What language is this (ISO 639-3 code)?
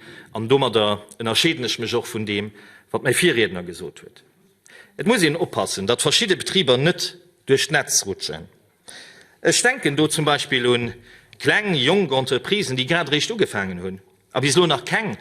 ltz